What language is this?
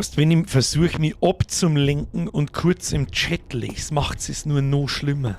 Bavarian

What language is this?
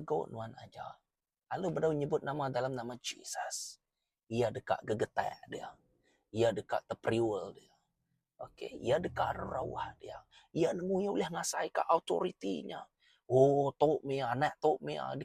Iban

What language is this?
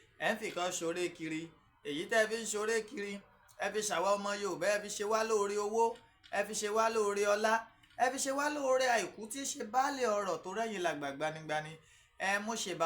Yoruba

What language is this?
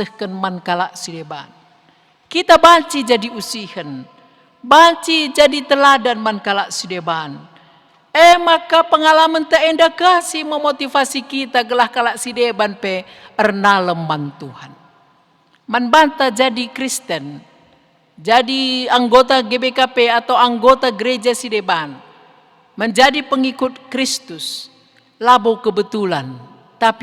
Batak Karo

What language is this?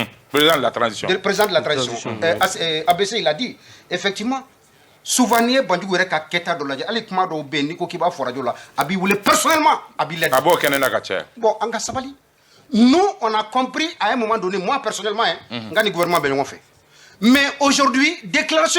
Bambara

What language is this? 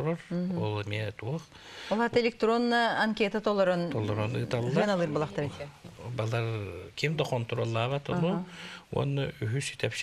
Yakut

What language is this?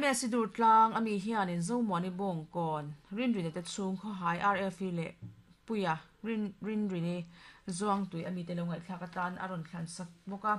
Mizo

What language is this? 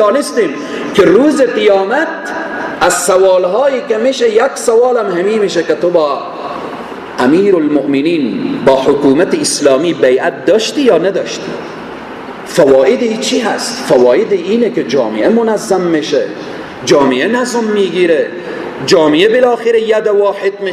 Persian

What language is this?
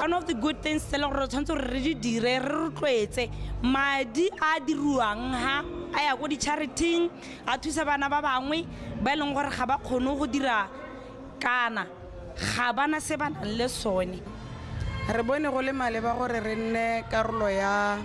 Tswana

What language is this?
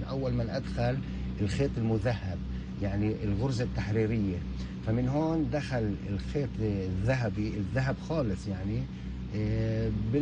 North Levantine Arabic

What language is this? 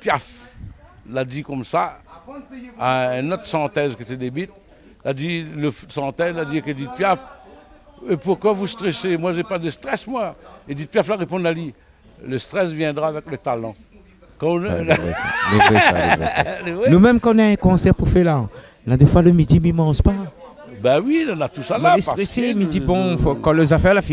Réunion Creole French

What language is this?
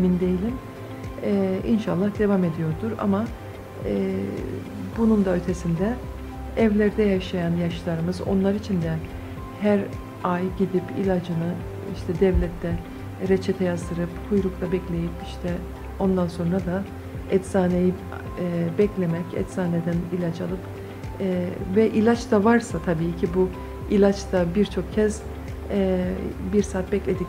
Turkish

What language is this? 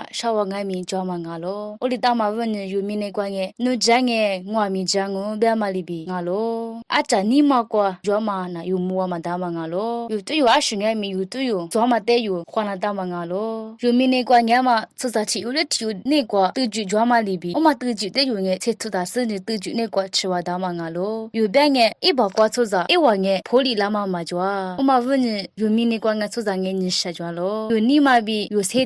Lisu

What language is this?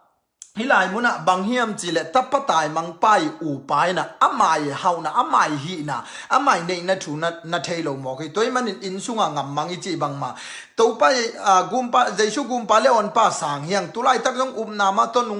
Tedim Chin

